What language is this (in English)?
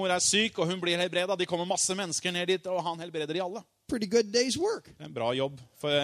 Norwegian